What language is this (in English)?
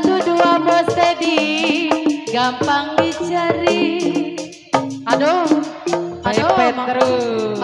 Betawi